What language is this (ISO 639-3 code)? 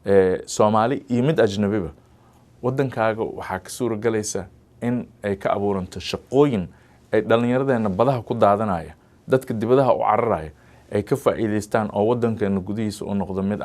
som